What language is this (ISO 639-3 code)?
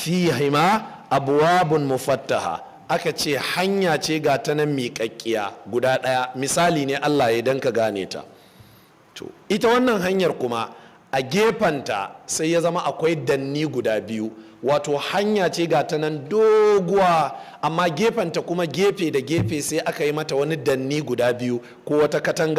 hau